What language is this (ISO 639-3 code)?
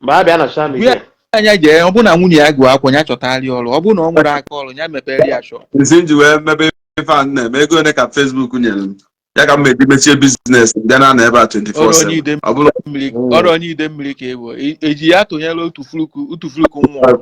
ibo